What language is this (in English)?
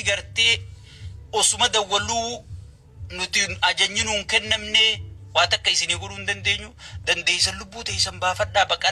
Oromo